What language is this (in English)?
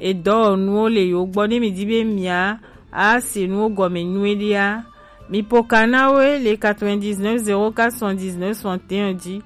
Gen